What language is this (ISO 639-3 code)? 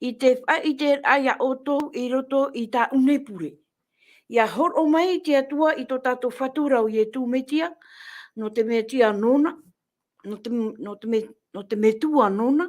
tah